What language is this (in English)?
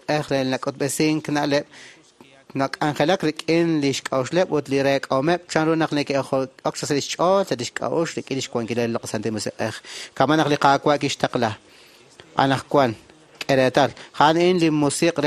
Kekchí